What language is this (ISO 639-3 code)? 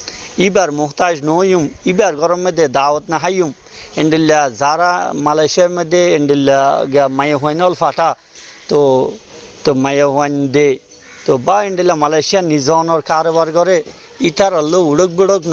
rhg